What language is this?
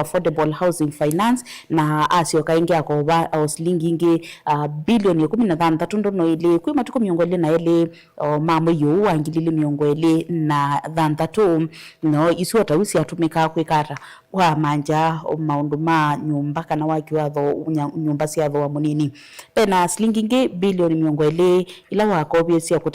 Kamba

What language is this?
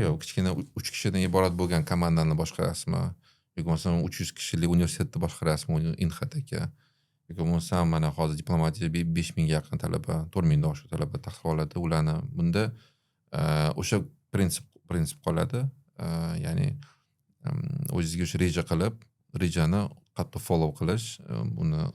Uzbek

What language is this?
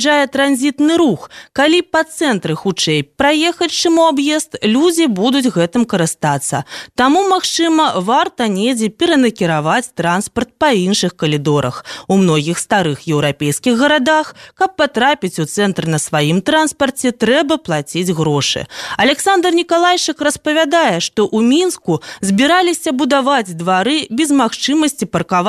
Belarusian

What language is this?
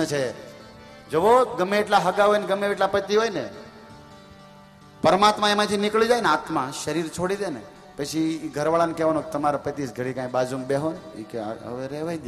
Gujarati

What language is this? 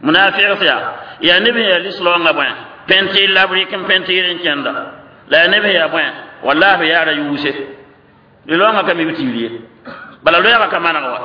Mossi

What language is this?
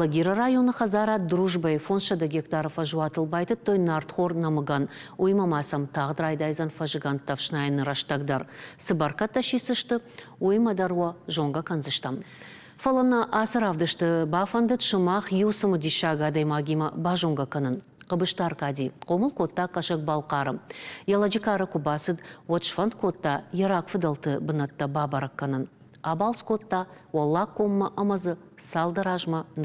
Ossetic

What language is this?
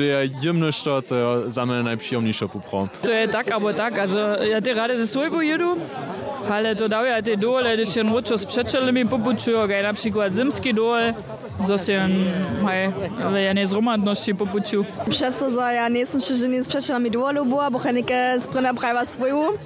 Upper Sorbian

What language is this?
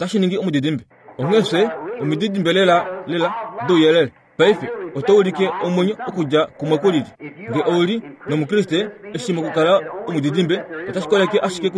Kuanyama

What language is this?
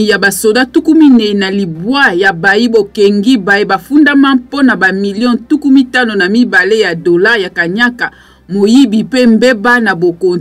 Lingala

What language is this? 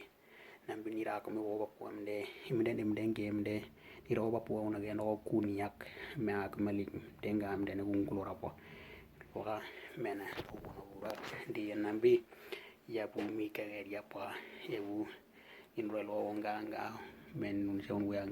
Western Dani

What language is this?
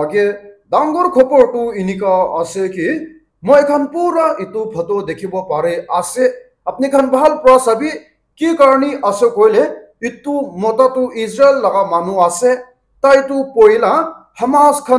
Naga Pidgin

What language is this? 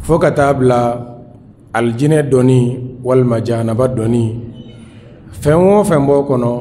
Bambara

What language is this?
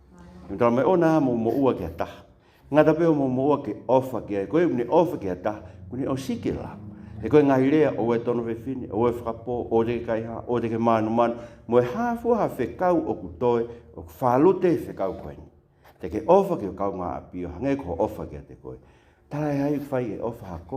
Tongan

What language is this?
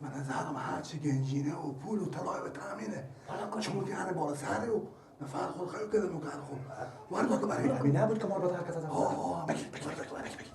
Persian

